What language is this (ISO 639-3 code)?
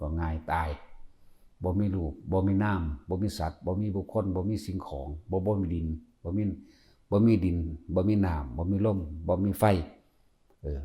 tts